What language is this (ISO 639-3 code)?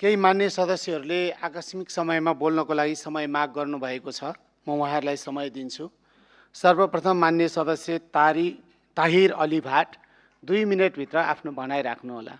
nep